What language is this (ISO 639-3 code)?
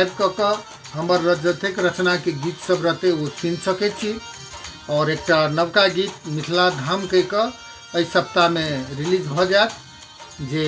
mai